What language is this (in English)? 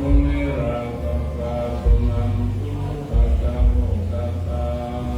Pali